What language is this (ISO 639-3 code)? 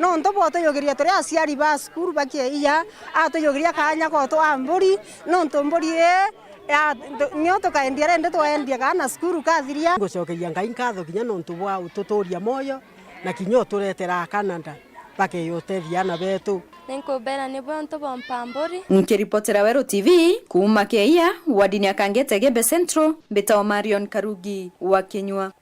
mer